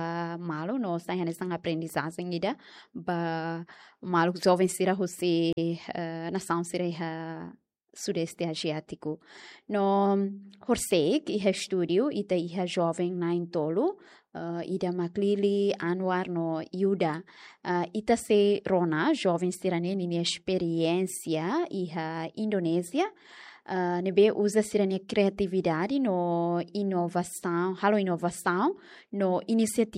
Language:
Tetum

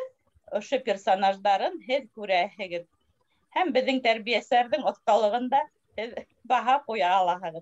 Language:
Bashkir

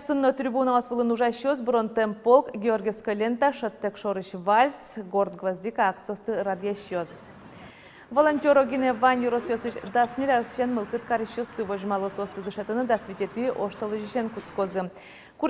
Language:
Udmurt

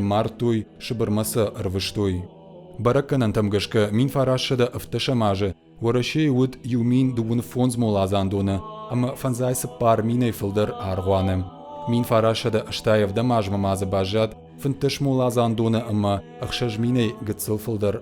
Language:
Ossetic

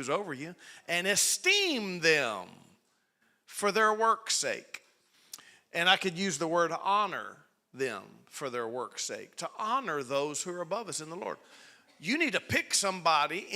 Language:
English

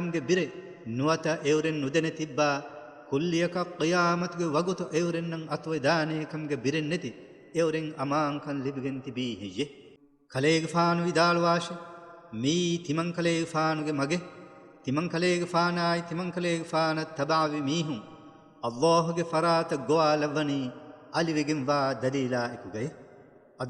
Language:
Divehi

